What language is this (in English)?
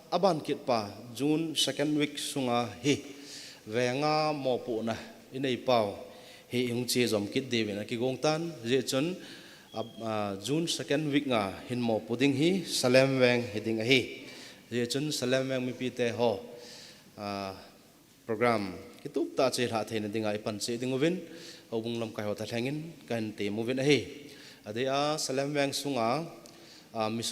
Thado Chin